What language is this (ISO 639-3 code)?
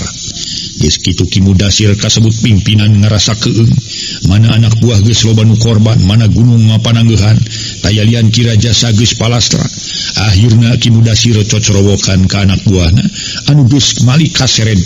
sun